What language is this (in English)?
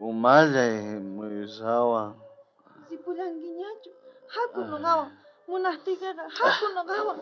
South Bolivian Quechua